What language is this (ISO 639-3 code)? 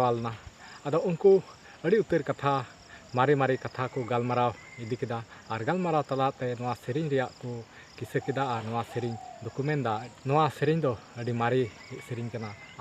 sat